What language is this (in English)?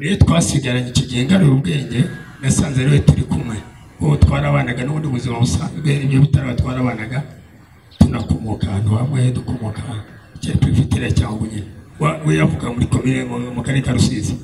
Kinyarwanda